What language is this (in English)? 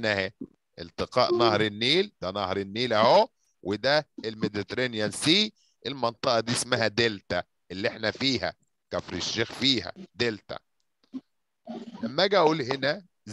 Egyptian Arabic